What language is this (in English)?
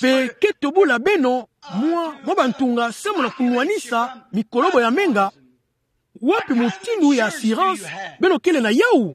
Kituba (Democratic Republic of Congo)